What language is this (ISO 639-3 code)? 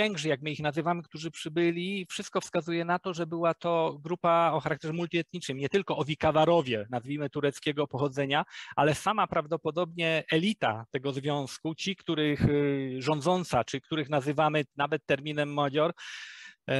pol